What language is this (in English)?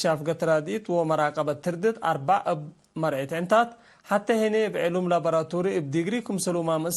Tigre